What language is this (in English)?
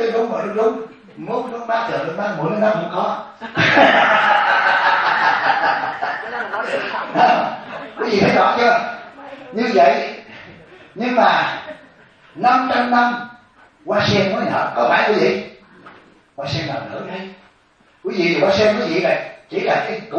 Vietnamese